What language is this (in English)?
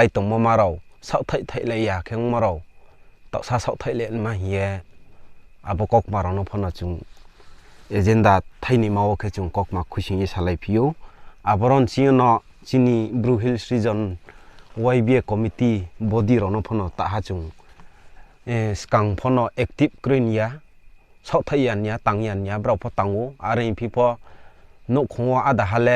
Riang (India)